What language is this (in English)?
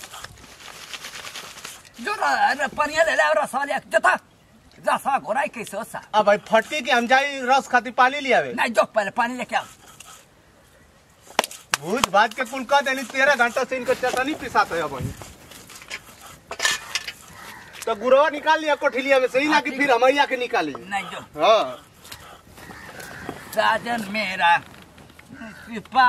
Bhojpuri